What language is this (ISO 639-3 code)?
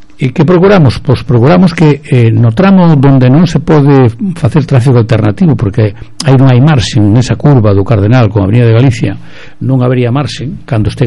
glg